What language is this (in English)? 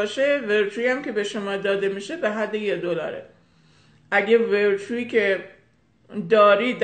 Persian